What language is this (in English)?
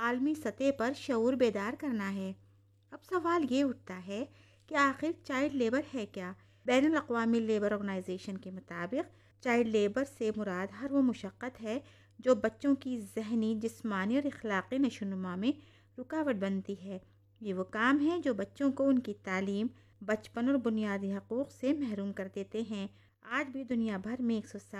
Urdu